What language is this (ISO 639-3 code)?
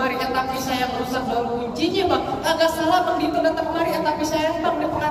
bew